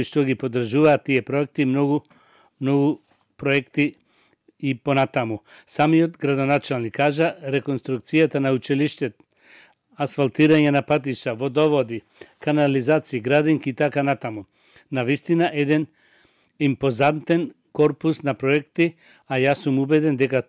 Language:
Macedonian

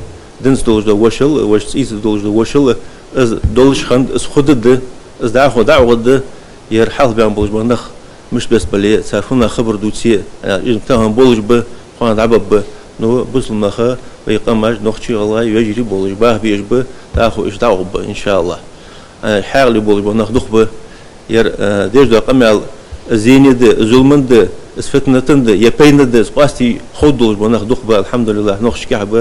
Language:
Ingush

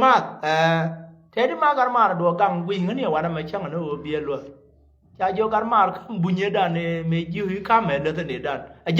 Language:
Nuer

